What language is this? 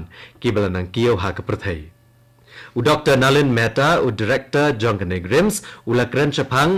Khasi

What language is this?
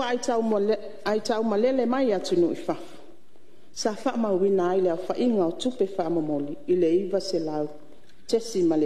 Samoan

